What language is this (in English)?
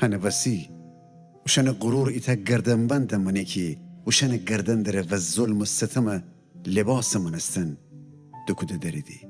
Gilaki